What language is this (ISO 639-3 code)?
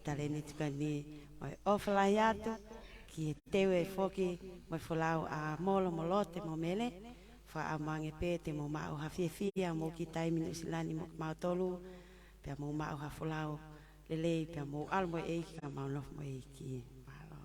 ton